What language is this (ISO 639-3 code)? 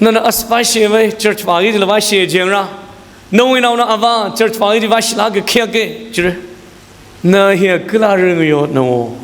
nmf